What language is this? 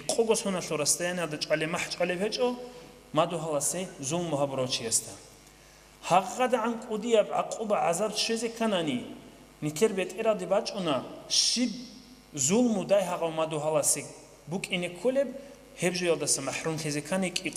Avaric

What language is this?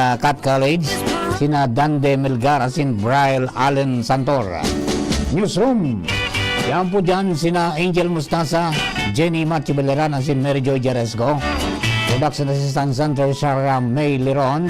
Bikol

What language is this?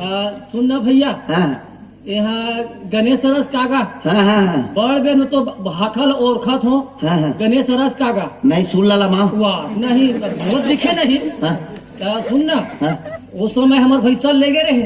Chhattisgarhi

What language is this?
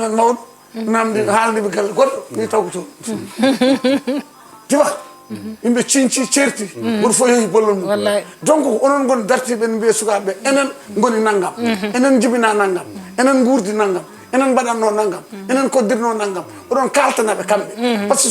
Fula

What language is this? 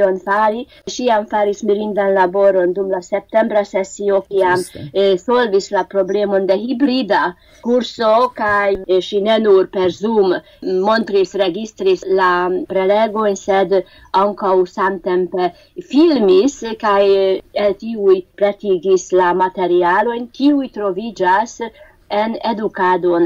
Esperanto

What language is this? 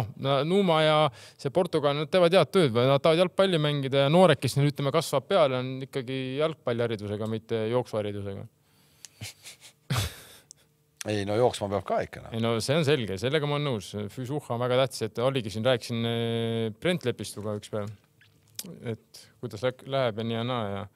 Estonian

